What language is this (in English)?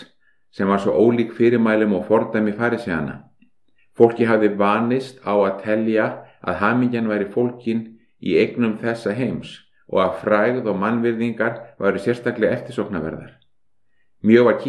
Icelandic